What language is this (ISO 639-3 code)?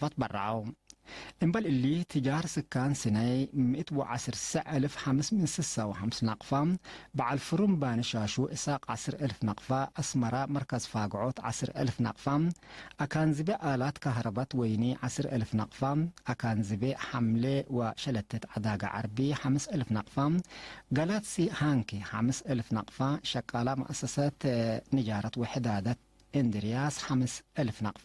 tig